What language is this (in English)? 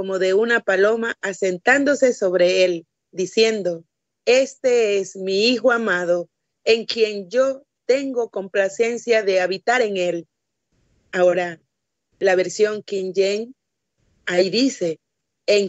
Spanish